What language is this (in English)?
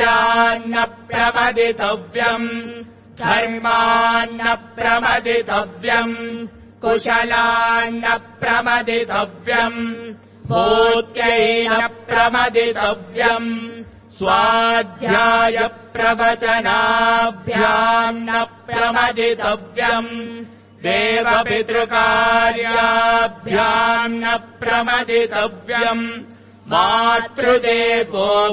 Sanskrit